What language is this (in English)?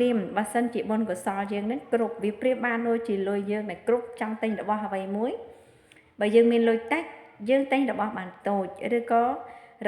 Khmer